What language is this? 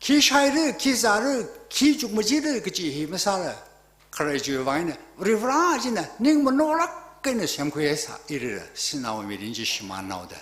Tangkhul Naga (India)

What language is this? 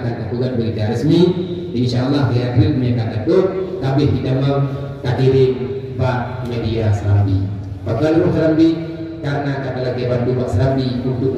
Achinese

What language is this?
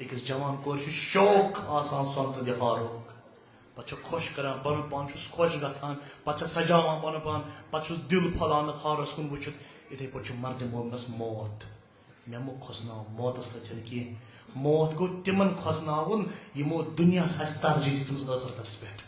Kashmiri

